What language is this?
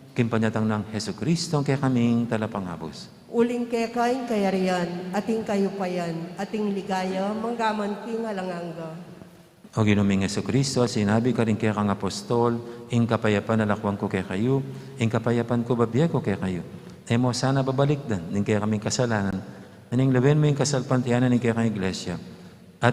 Pampanga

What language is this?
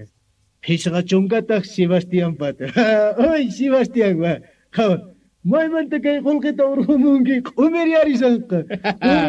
Quechua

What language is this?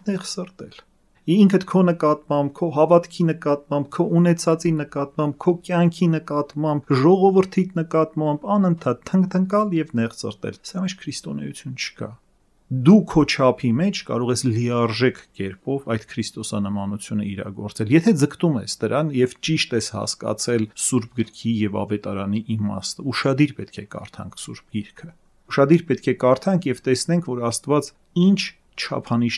Armenian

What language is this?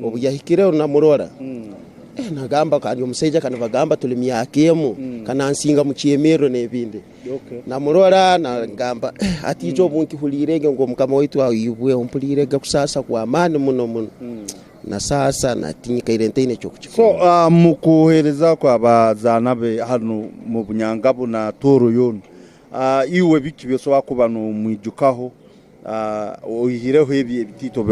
Tooro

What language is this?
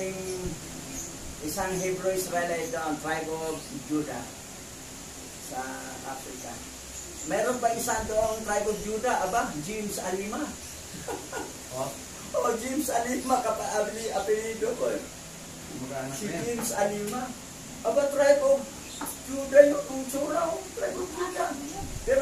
Filipino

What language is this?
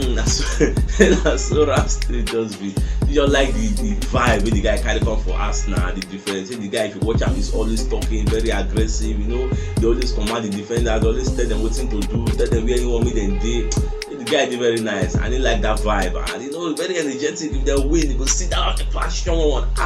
Nigerian Pidgin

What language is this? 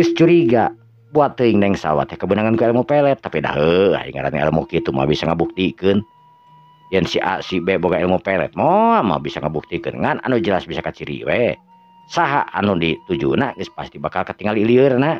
Sundanese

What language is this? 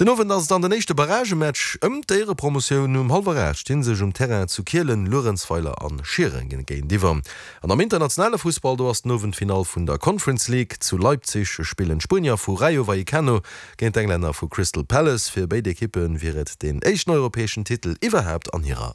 Luxembourgish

